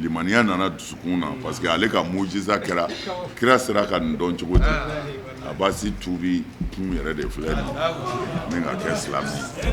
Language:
Bambara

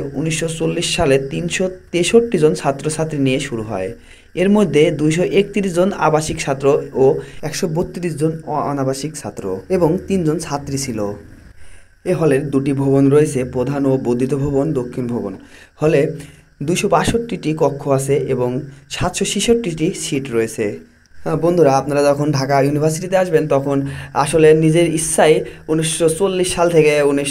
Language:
Bangla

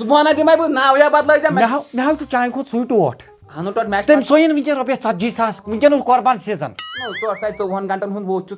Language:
Kashmiri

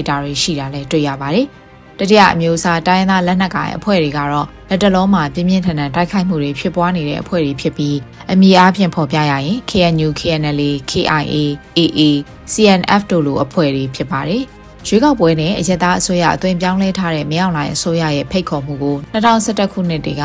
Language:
Burmese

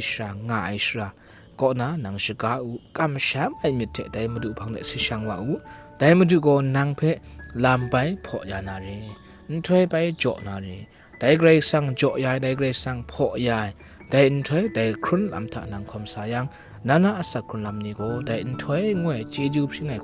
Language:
Kachin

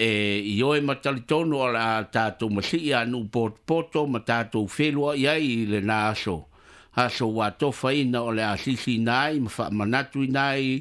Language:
Samoan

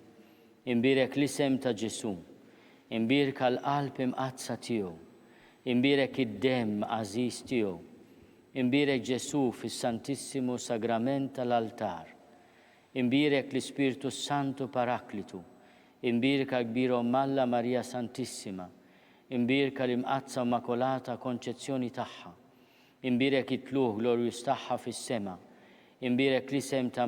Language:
Maltese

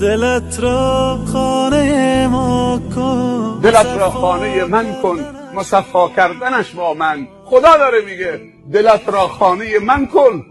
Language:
Persian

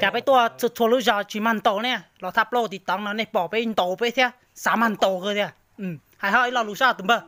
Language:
Hmong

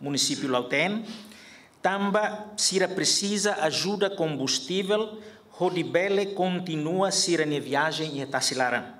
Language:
Tetum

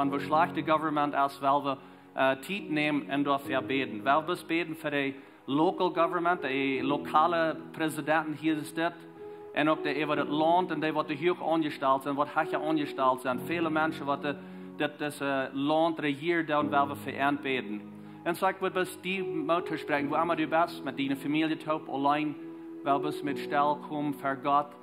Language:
Plautdietsch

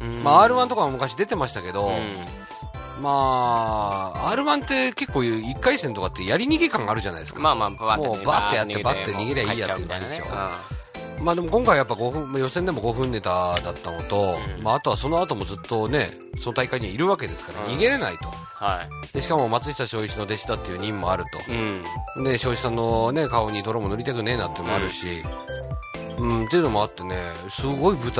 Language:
Japanese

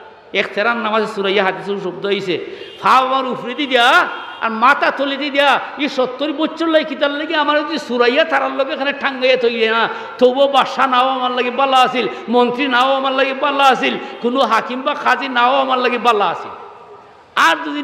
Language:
Sylheti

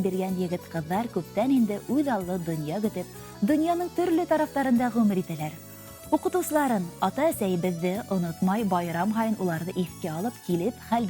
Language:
Bashkir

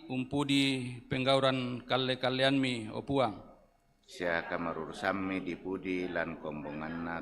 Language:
Toraja-Sa'dan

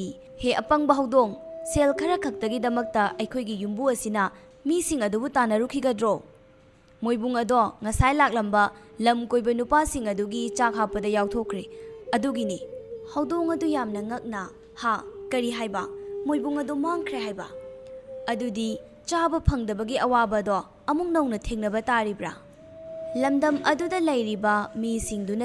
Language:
Manipuri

